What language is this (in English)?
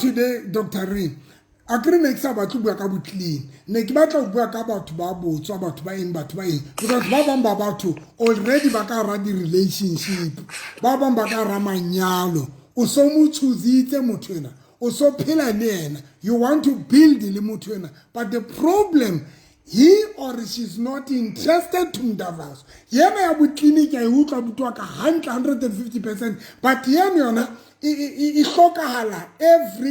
Southern Sotho